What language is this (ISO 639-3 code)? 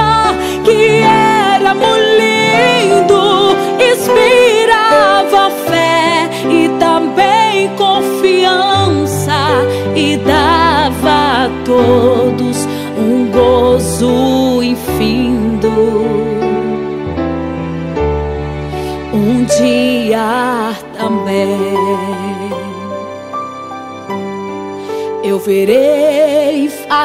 por